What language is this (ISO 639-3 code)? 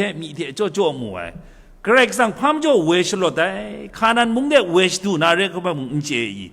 kac